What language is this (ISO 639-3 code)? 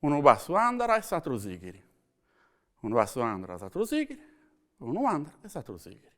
srd